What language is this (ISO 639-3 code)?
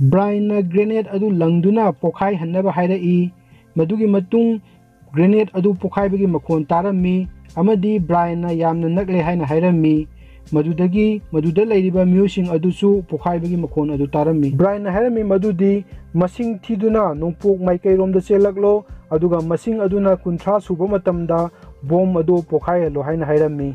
mni